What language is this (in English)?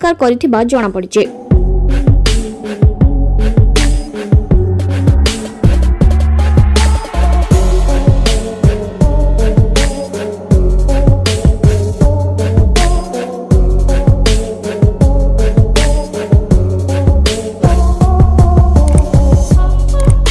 Odia